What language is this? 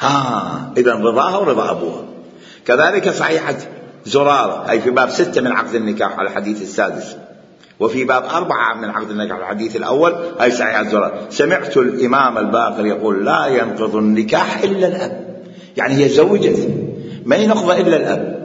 Mesopotamian Arabic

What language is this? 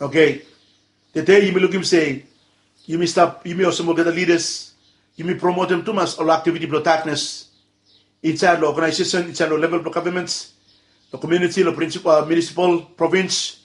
Bislama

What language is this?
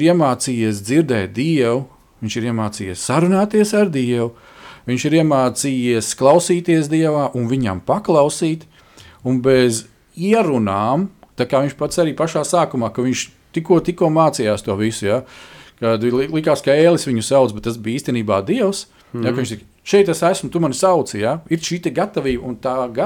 Latvian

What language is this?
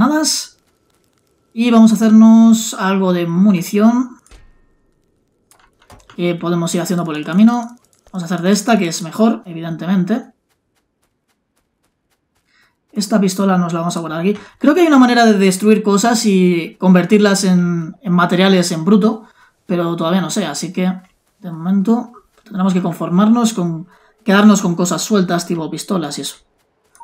Spanish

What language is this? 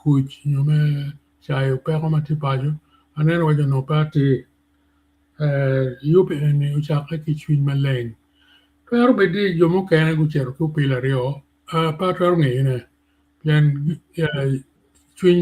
Acoli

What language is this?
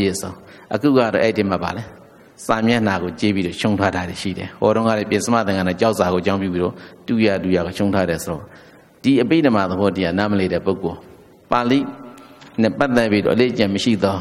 Burmese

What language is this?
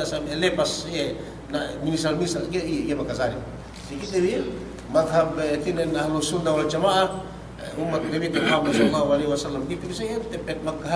Yakan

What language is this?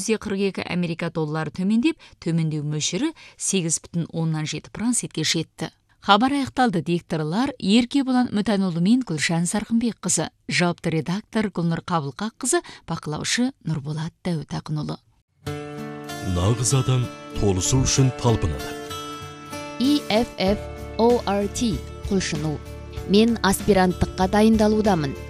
Kazakh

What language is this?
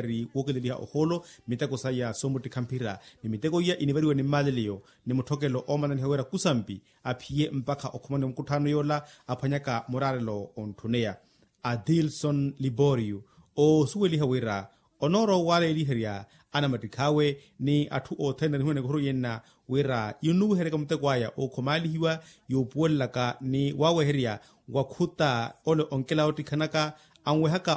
Makhuwa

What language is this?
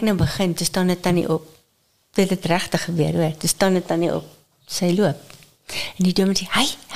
Afrikaans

